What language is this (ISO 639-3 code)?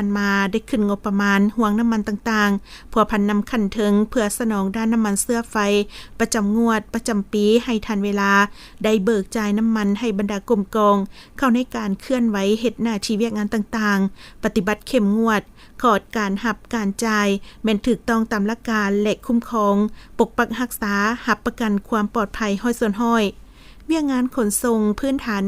lao